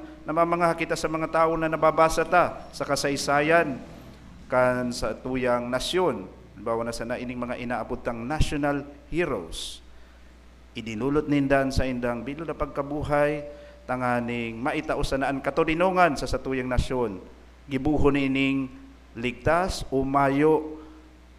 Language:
Bikol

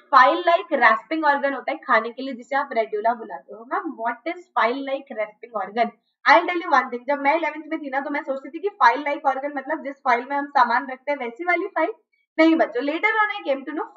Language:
Hindi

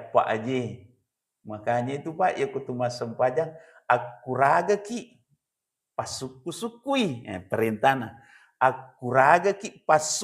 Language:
Buginese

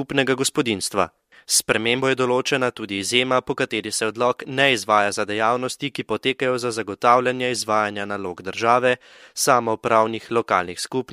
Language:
Slovenian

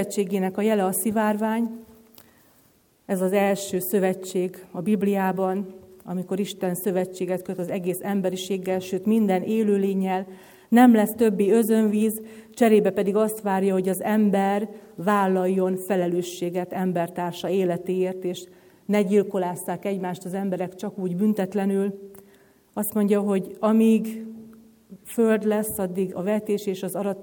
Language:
Hungarian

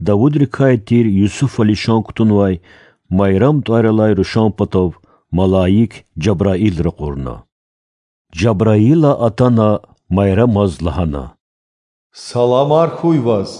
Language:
Lezghian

